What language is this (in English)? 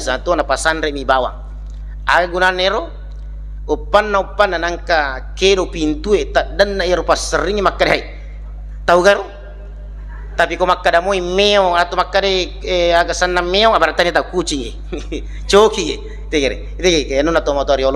Buginese